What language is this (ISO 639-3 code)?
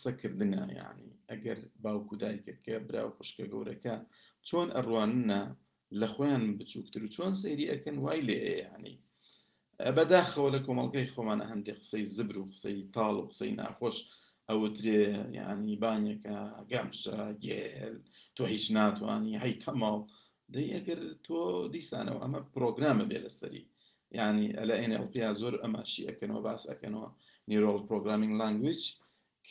ckb